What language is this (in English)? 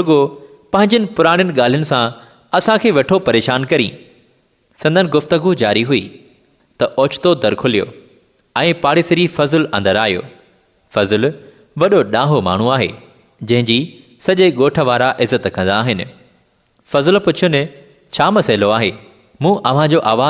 Sindhi